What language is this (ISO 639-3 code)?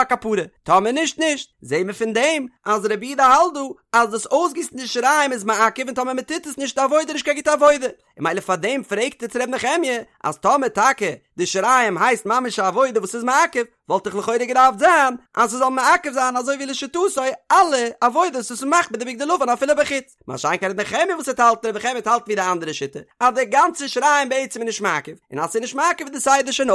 yid